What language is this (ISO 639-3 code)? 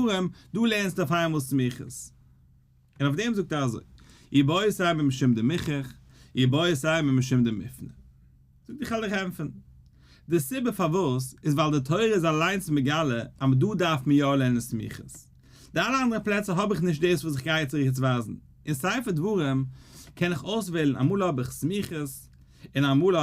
yid